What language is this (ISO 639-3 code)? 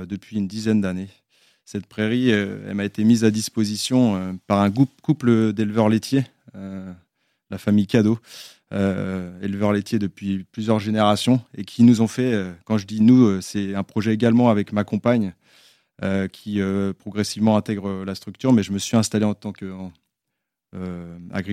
fra